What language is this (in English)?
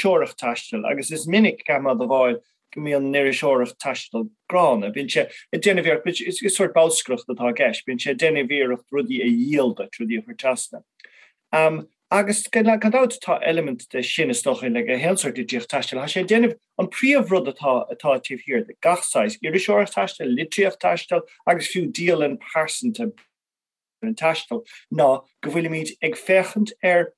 Irish